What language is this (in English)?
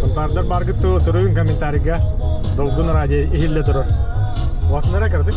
Yakut